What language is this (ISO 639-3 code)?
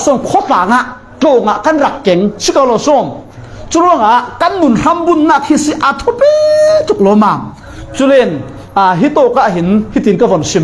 cfm